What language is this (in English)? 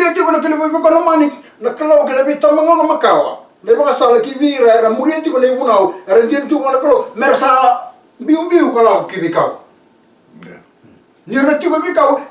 Fijian